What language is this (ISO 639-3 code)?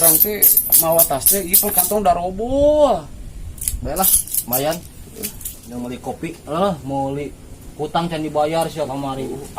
sun